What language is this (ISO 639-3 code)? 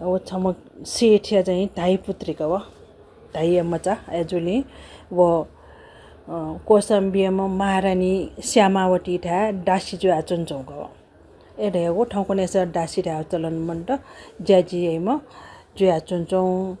new